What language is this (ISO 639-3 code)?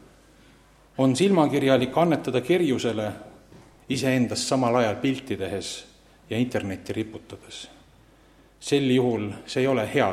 est